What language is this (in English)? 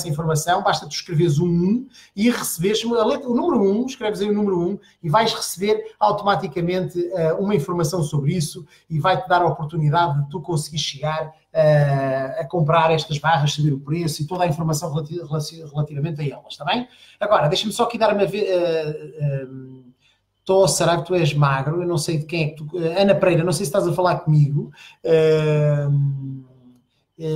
Portuguese